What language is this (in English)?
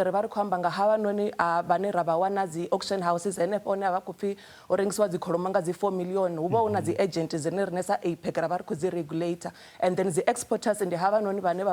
Venda